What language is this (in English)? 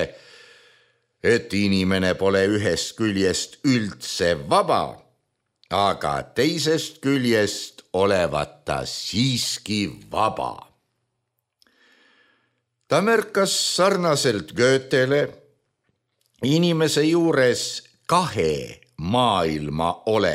Estonian